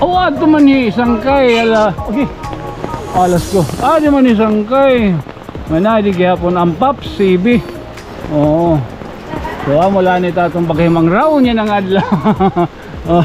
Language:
Waray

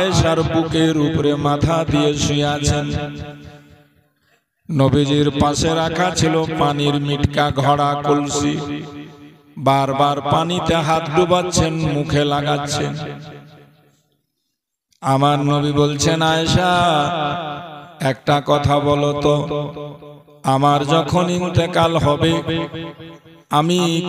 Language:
Bangla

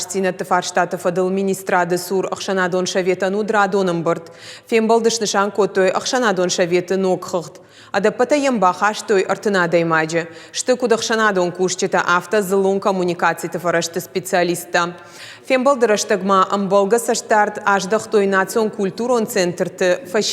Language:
Ossetic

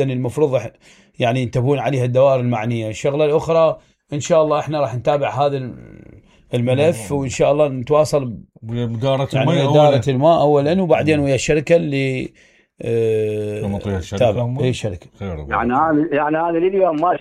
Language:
Mesopotamian Arabic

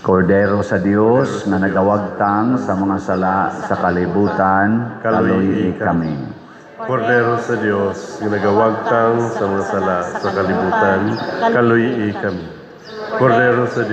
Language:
Cebuano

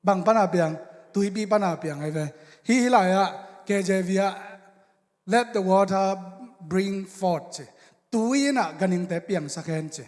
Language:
Tedim Chin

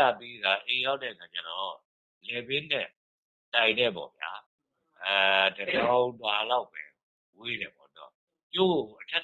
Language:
Burmese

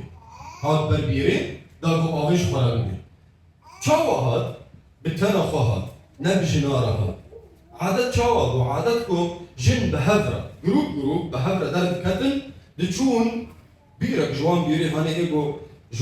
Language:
Kurdish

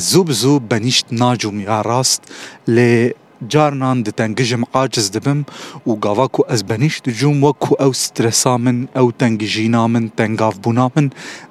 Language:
Kurdish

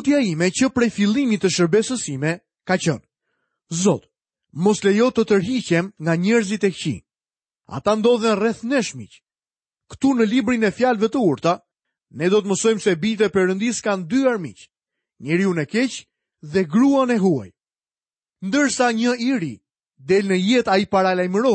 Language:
Albanian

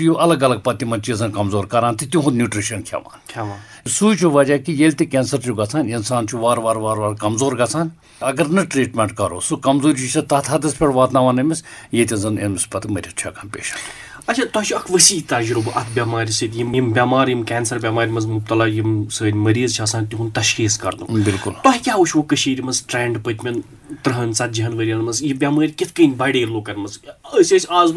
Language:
Kashmiri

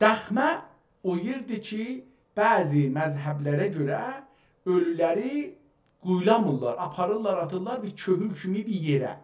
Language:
South Azerbaijani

